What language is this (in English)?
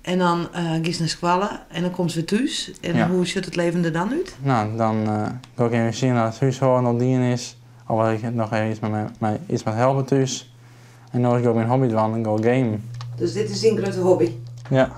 Western Frisian